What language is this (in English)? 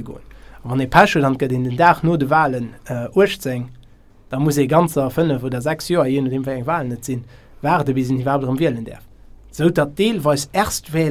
Luxembourgish